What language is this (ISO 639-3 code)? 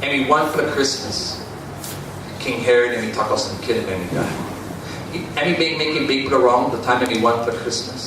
tpi